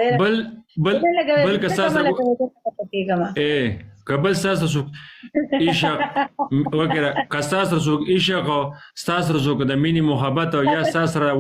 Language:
Pashto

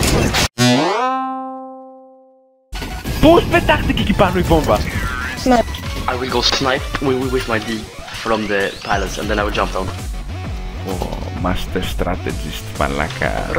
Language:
Greek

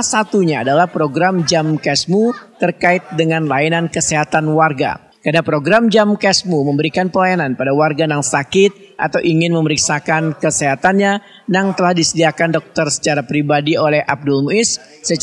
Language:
Banjar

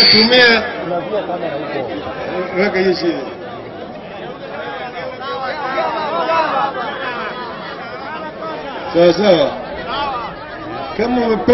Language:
Swahili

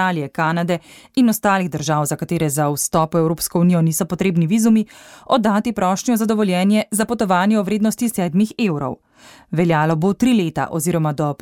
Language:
Slovenian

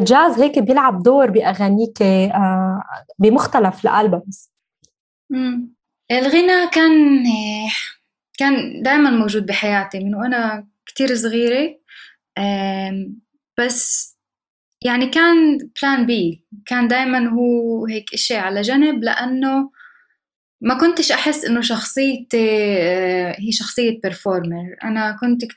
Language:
North Levantine Arabic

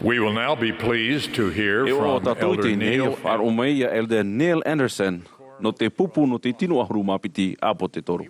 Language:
Tahitian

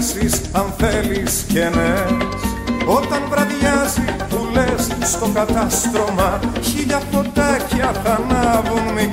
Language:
Greek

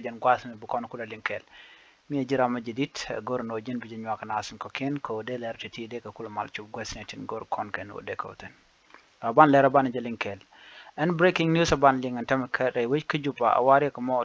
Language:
Nuer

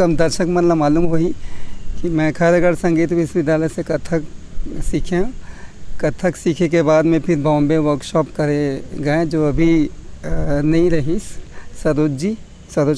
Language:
Chhattisgarhi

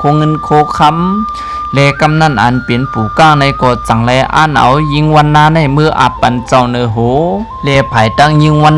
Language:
Shan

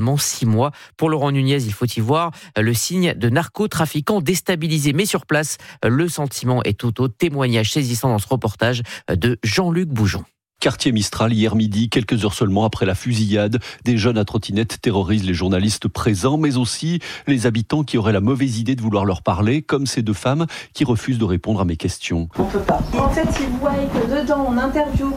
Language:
French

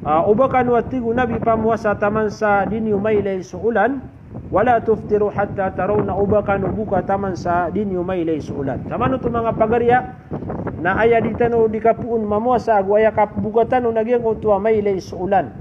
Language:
Maranao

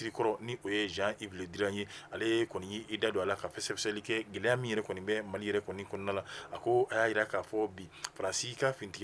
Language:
Bambara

